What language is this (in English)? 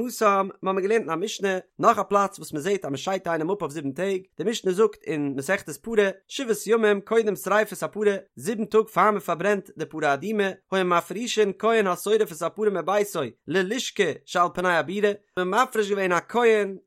Yiddish